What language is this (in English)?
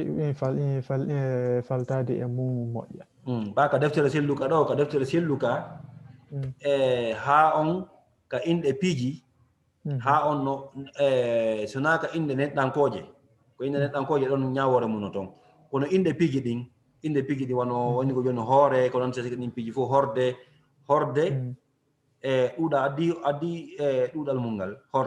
Fula